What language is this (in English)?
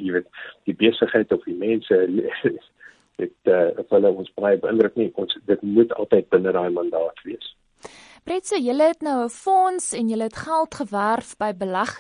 Afrikaans